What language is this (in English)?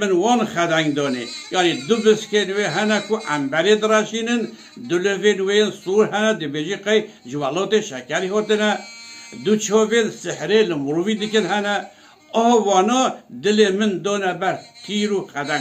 Kurdish